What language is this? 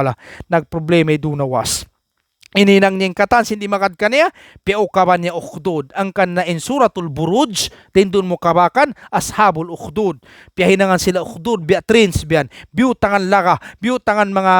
Tausug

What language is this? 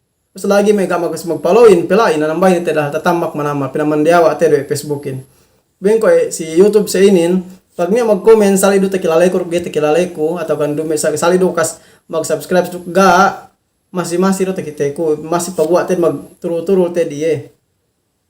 Yakan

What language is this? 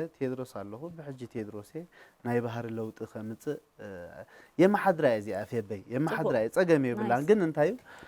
Tigrinya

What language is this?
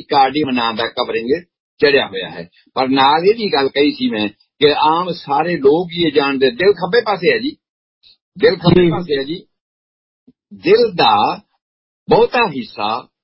Punjabi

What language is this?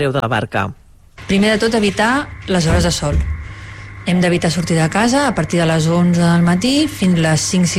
Catalan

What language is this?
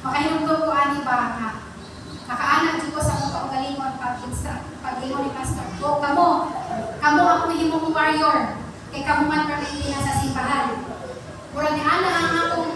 Cebuano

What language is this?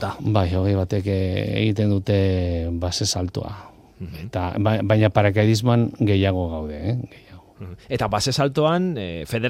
Basque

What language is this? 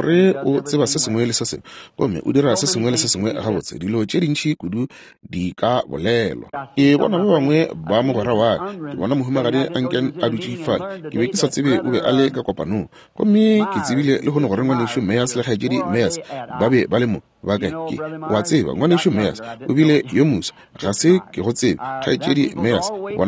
Northern Sotho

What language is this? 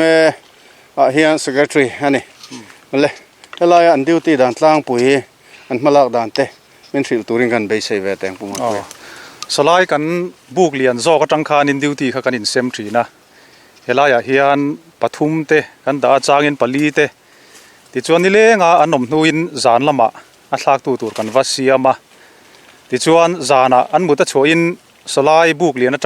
Mizo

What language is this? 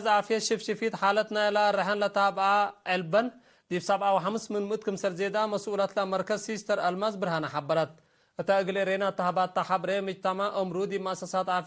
Tigre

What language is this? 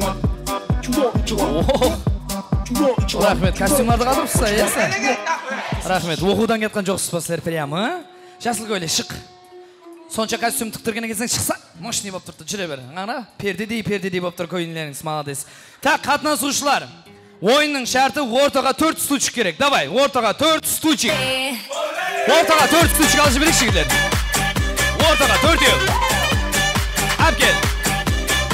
Kazakh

